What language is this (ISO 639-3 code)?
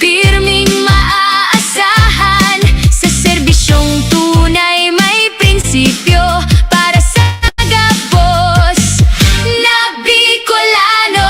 bik